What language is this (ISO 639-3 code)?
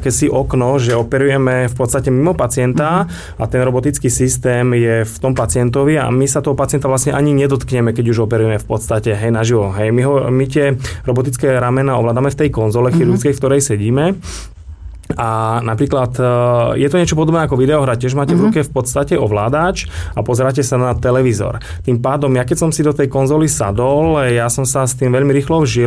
slk